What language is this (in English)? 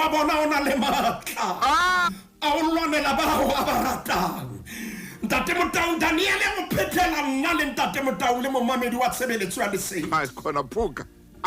Southern Sotho